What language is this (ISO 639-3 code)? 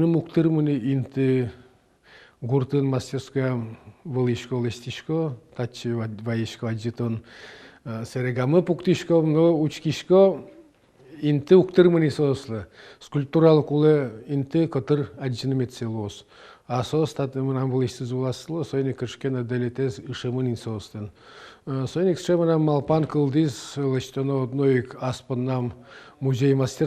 udm